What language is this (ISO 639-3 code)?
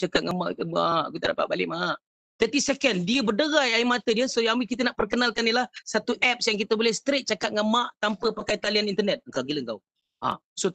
msa